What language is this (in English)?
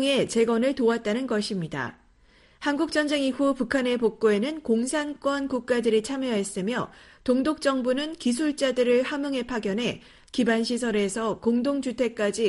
Korean